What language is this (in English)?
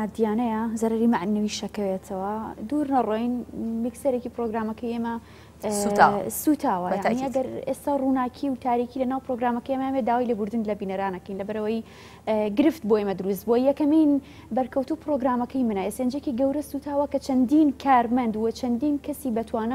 Central Kurdish